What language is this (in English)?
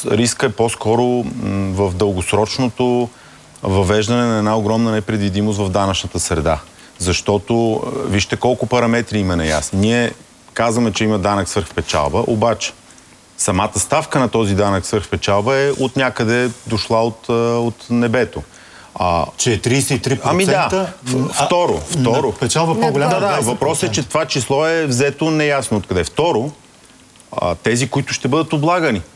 Bulgarian